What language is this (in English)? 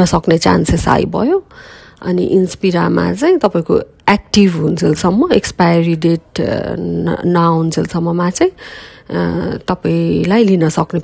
Nepali